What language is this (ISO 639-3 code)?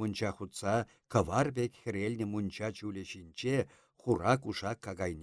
chv